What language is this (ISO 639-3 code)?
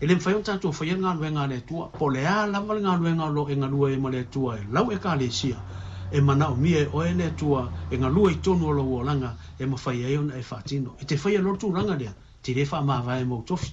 smo